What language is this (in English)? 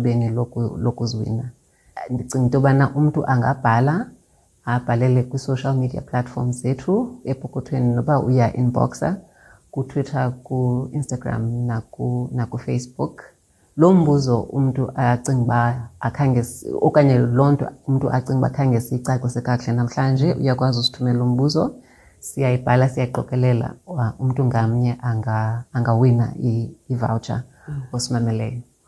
Xhosa